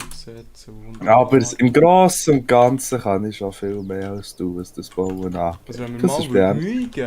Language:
Swiss German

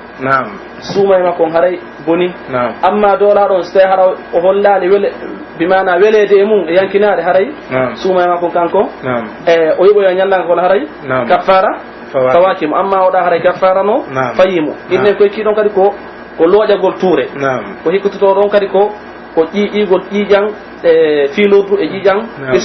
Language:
Pular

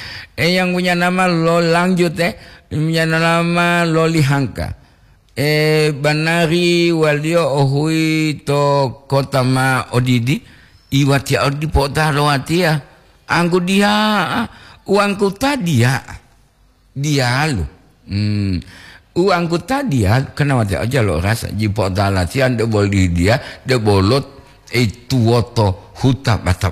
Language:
Gorontalo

